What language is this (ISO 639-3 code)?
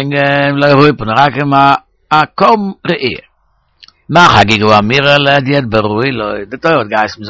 yid